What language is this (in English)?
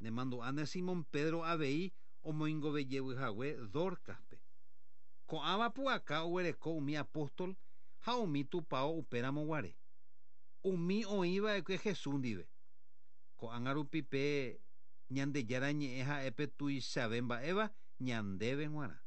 Guarani